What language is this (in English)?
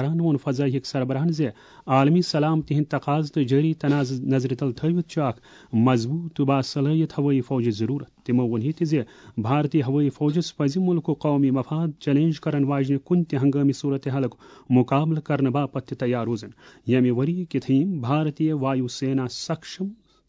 Kashmiri